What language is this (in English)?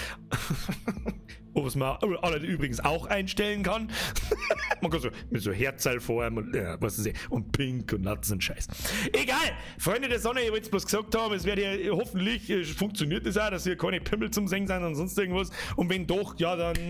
Bavarian